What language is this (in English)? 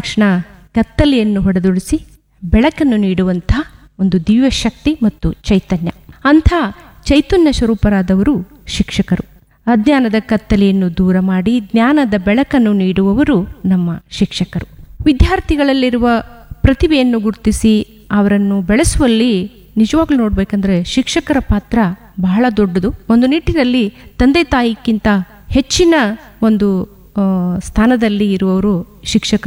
Kannada